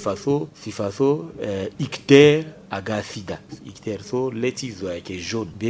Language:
Sango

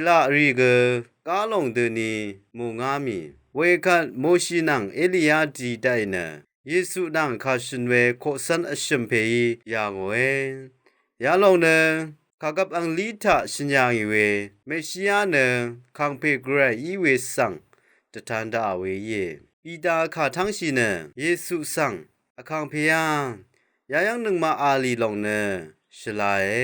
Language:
Rawang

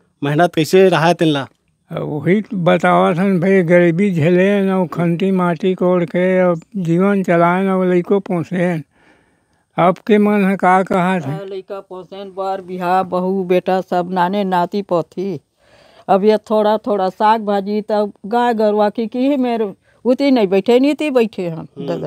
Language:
Chhattisgarhi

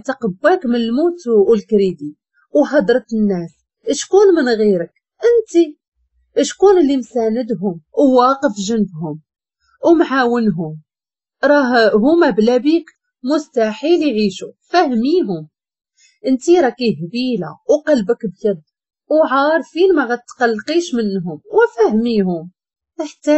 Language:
Moroccan Arabic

